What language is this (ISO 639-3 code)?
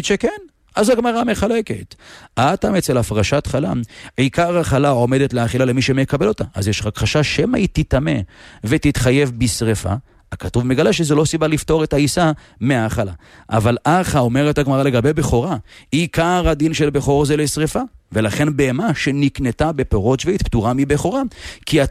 heb